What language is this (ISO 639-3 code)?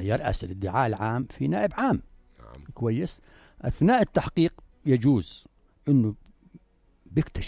apc